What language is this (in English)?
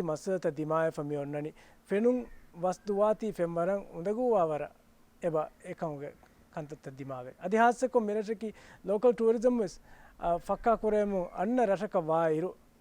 Divehi